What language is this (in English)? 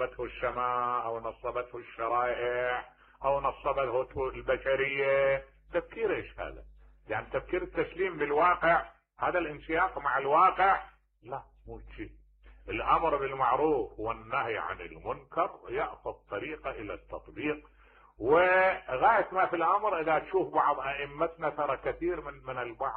Mesopotamian Arabic